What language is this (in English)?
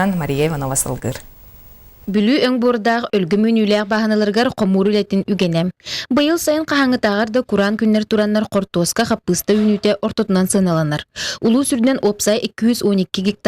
Yakut